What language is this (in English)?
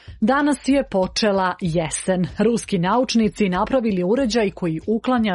Serbian